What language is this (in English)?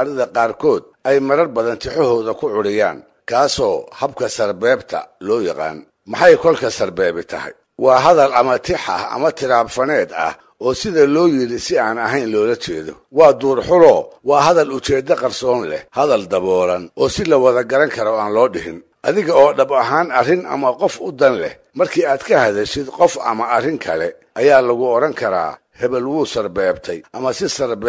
Somali